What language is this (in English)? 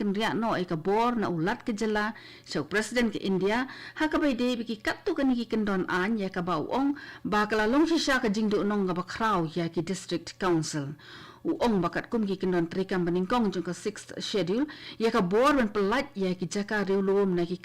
Khasi